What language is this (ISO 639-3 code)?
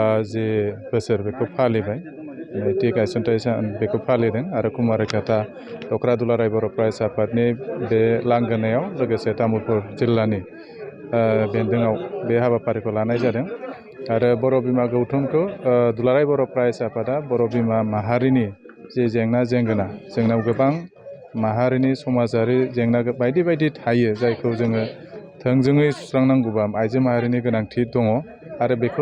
brx